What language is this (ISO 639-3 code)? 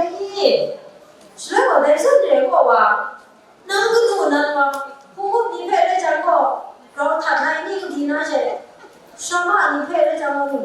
kac